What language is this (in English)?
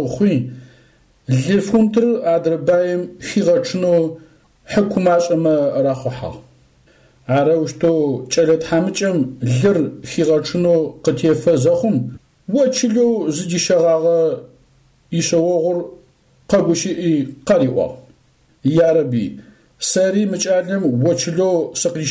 Adyghe